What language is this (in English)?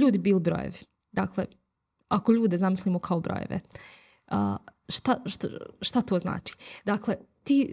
Bosnian